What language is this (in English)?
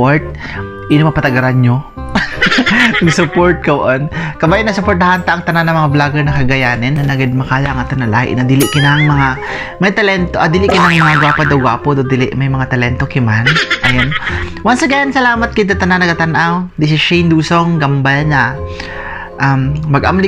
Kagayanen